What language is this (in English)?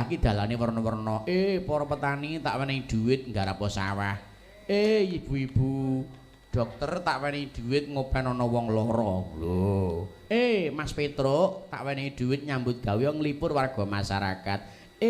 Javanese